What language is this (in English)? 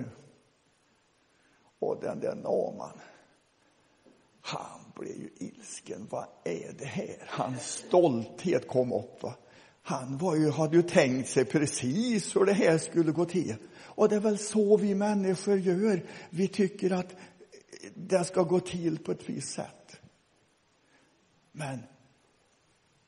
Swedish